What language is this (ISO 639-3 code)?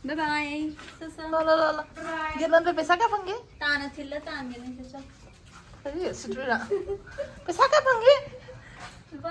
mni